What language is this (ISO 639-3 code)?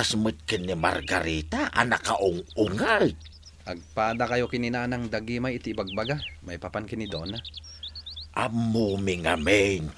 ilo